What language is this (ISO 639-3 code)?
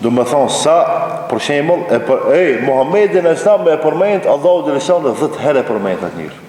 sqi